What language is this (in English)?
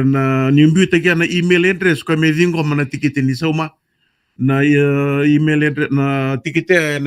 Fijian